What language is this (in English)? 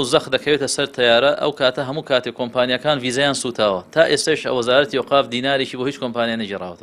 Central Kurdish